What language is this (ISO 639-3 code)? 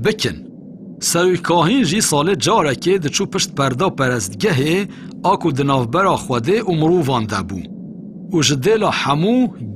kur